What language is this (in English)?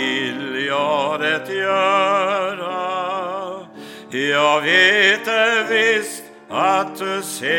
Swedish